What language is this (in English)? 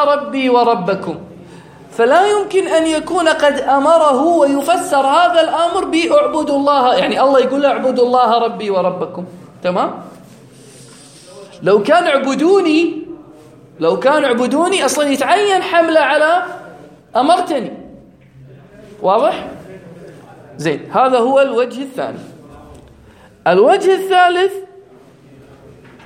Arabic